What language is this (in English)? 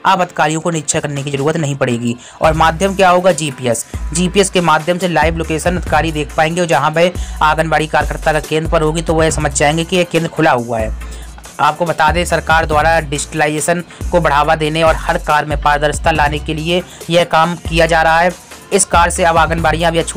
Hindi